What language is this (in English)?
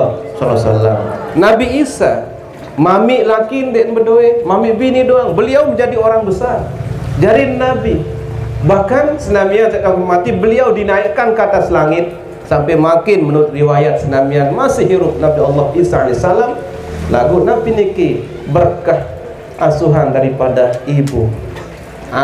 Sasak